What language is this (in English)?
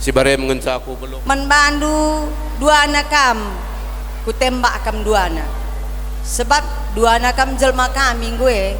Batak Karo